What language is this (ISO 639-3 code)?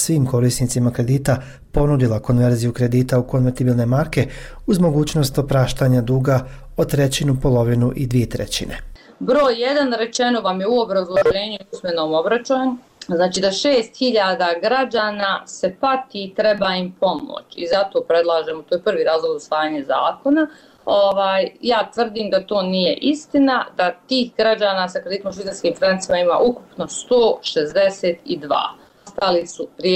bos